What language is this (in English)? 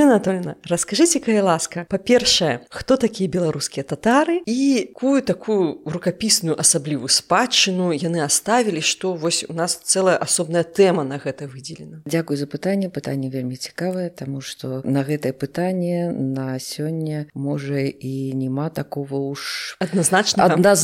Belarusian